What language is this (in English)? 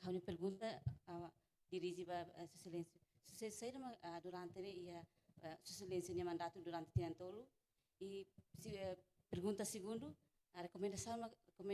Tetum